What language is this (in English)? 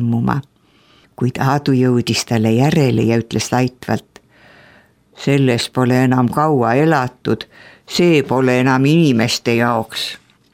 Estonian